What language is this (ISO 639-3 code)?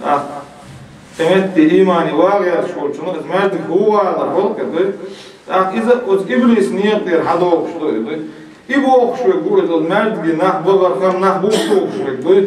che